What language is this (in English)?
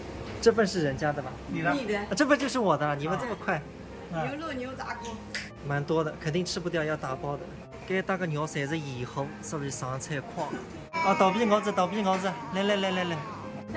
Wu Chinese